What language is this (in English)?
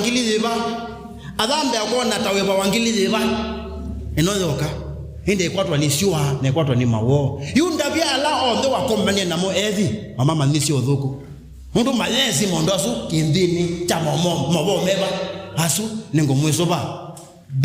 Kamba